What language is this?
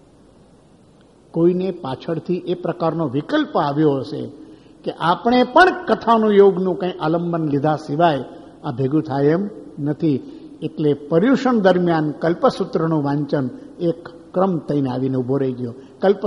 Gujarati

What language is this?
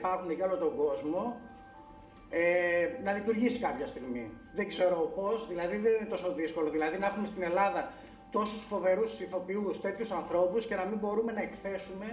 Greek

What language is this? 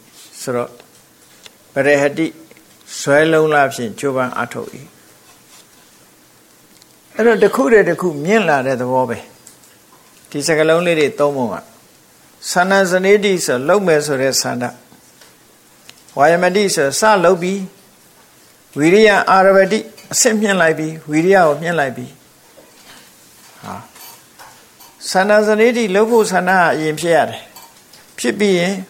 Burmese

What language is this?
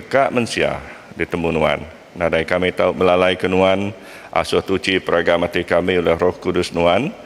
Iban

